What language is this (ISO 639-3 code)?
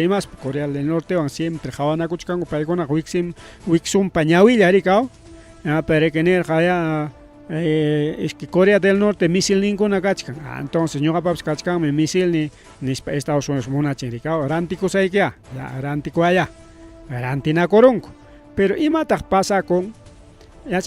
quy